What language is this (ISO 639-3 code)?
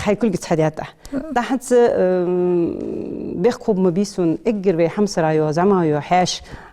inh